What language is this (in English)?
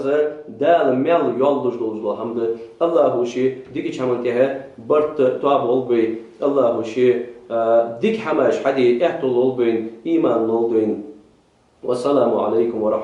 Ingush